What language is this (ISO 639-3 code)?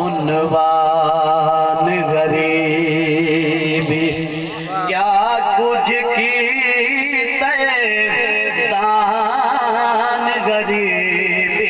skr